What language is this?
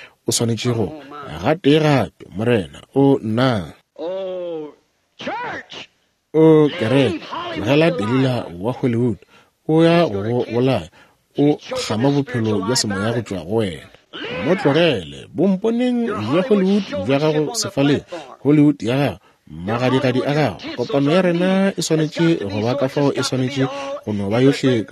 Northern Sotho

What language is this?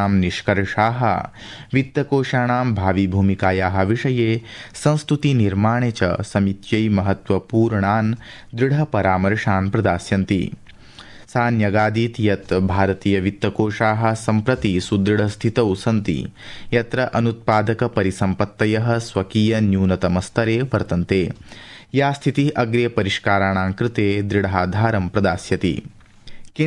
Sanskrit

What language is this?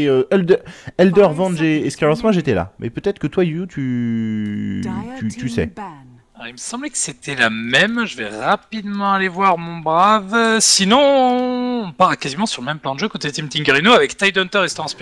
French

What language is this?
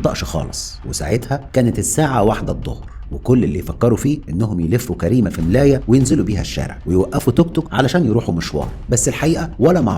Egyptian Arabic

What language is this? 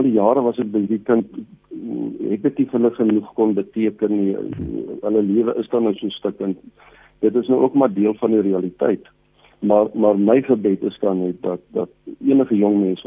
Afrikaans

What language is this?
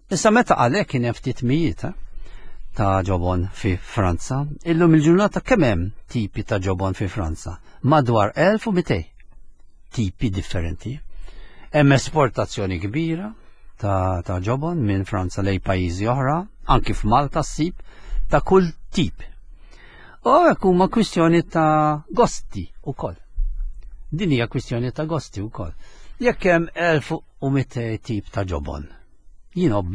Maltese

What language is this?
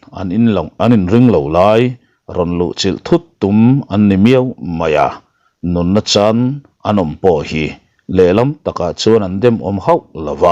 Mizo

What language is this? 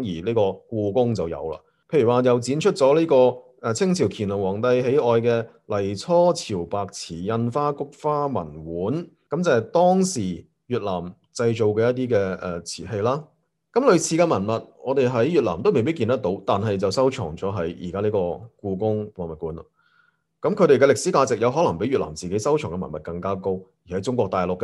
Cantonese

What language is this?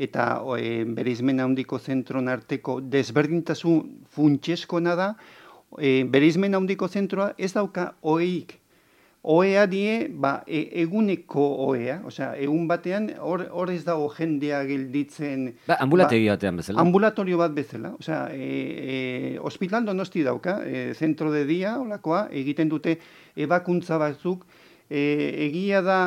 Basque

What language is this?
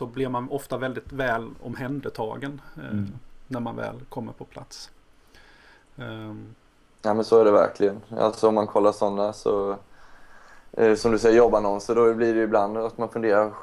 Swedish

